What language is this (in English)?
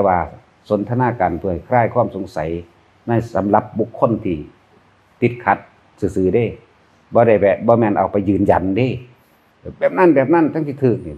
Northeastern Thai